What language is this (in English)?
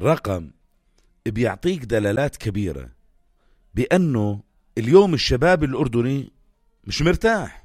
North Levantine Arabic